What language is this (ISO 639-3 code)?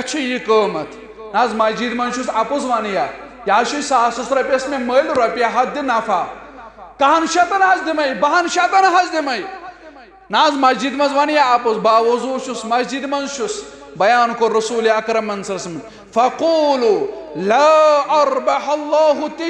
kas